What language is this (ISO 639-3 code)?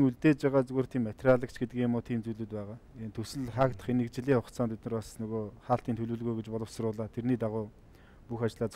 mon